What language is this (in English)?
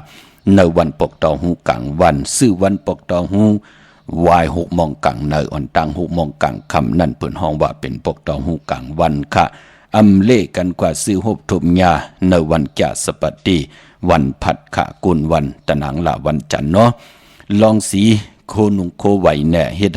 Shan